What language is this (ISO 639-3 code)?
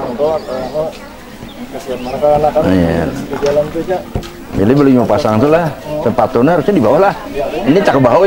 bjn